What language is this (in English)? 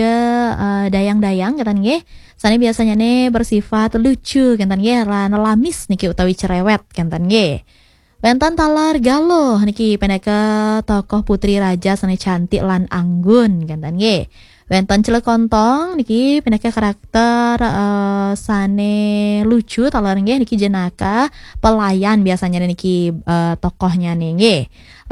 Balinese